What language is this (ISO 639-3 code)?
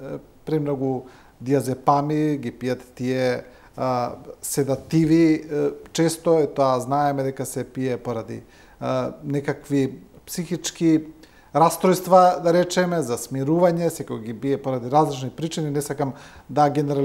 mkd